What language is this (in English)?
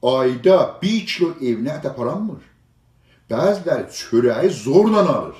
South Azerbaijani